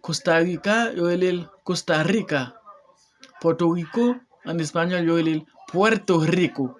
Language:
Haitian Creole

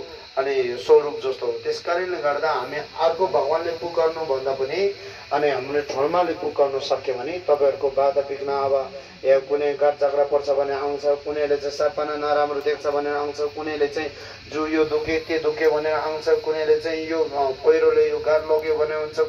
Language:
Nepali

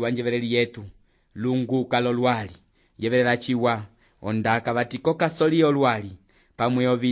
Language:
Umbundu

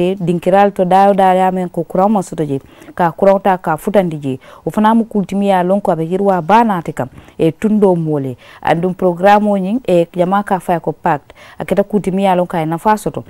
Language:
Mandingo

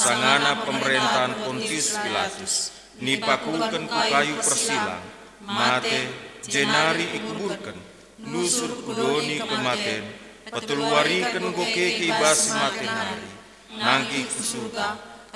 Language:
Batak Karo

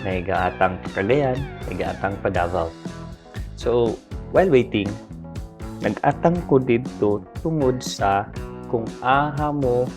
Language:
Cebuano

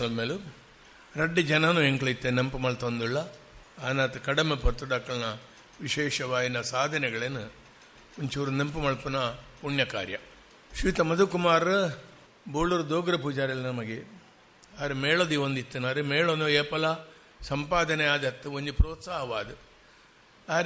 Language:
Tulu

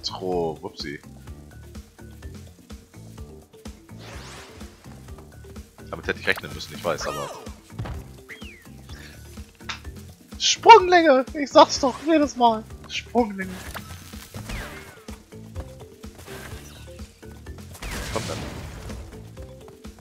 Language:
German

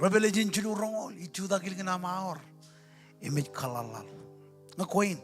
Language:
Marshallese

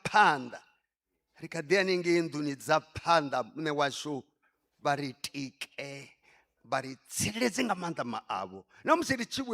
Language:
Venda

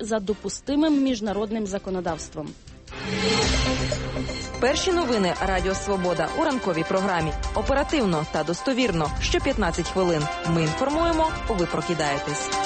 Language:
Ukrainian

